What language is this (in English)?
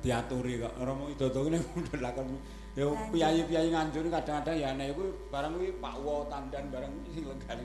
Javanese